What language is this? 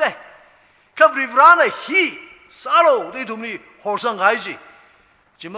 Tangkhul Naga (India)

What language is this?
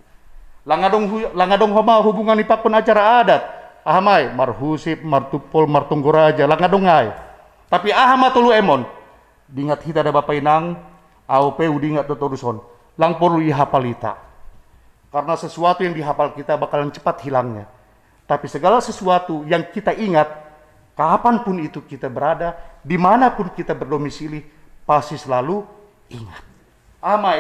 Batak Simalungun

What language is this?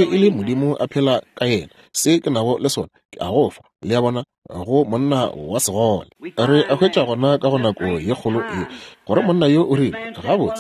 Northern Sotho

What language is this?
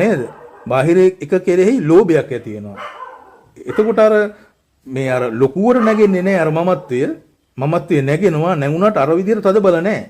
Sinhala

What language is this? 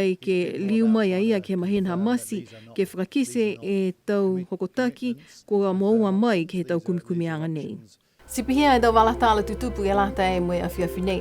Niuean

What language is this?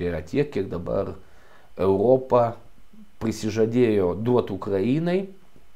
Lithuanian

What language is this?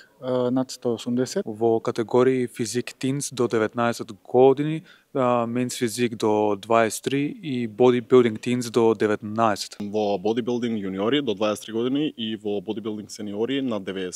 Macedonian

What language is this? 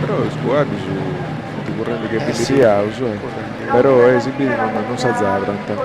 Sardinian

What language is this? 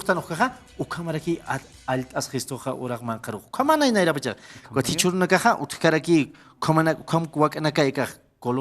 Aymara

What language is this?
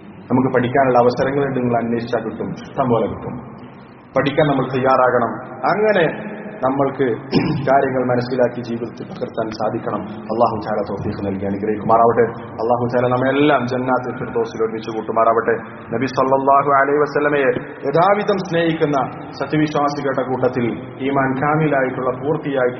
Malayalam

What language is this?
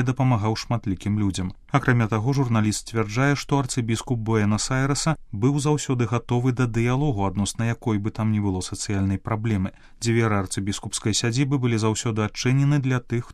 Belarusian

